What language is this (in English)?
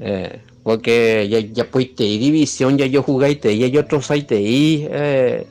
Guarani